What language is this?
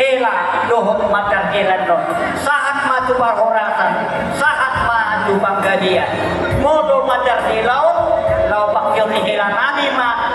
Batak Toba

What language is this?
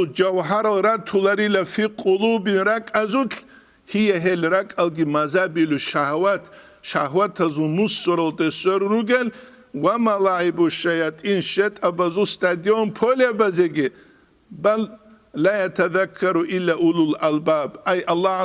Avaric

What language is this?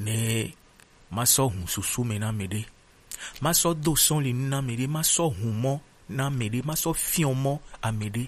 Gen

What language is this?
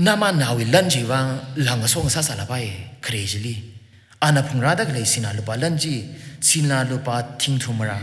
Tangkhul Naga (India)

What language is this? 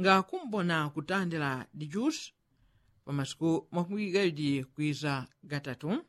Yao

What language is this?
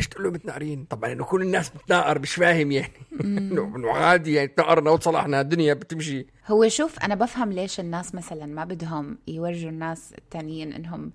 North Levantine Arabic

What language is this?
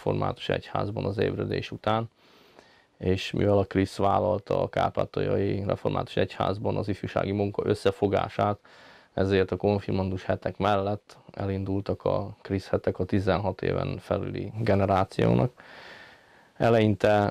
Hungarian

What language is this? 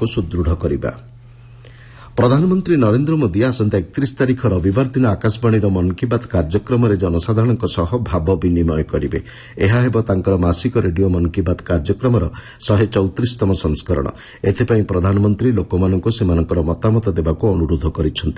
Odia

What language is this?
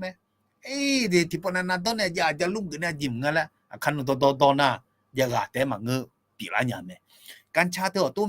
Akha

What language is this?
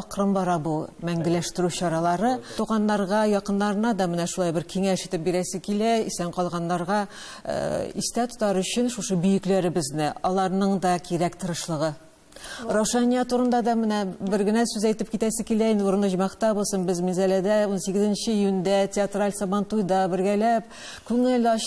Tatar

